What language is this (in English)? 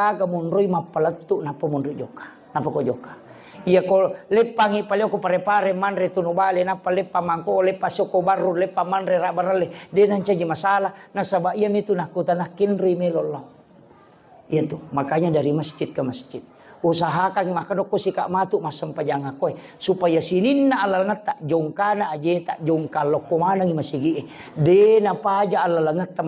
Buginese